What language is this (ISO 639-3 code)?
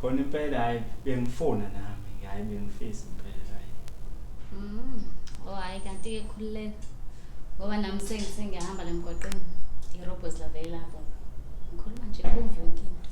zul